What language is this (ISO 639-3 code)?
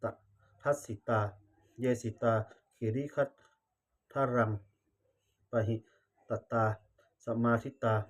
pli